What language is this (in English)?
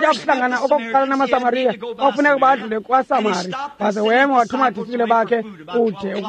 Xhosa